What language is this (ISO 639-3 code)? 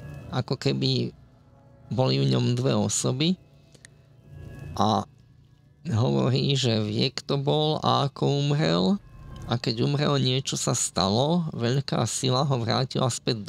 slk